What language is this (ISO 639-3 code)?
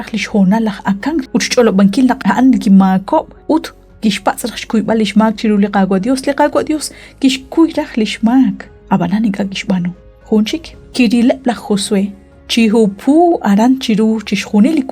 kek